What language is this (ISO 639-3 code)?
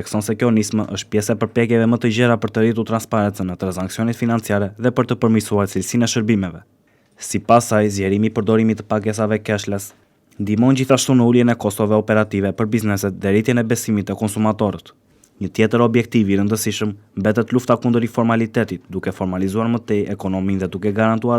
sqi